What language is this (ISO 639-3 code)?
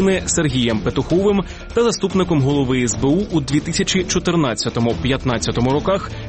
ukr